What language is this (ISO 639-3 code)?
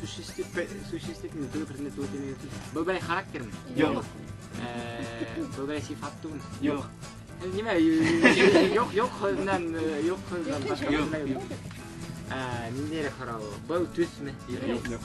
bak